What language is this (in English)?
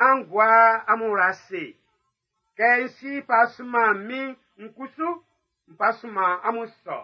Baoulé